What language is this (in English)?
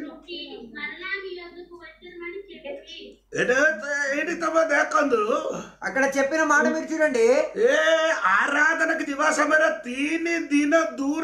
Telugu